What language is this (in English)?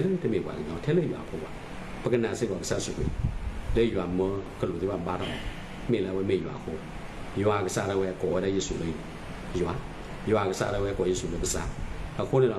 S'gaw Karen